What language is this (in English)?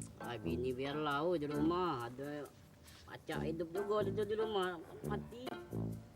Musi